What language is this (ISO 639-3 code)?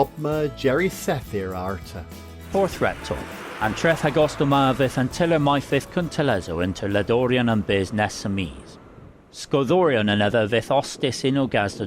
cor